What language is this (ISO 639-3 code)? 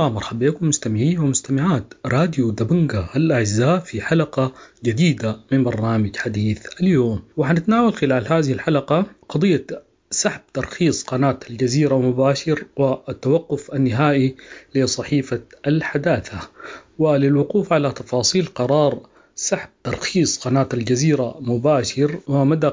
apd